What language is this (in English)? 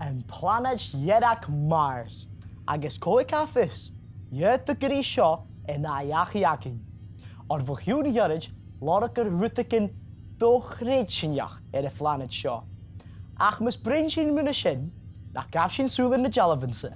Scottish Gaelic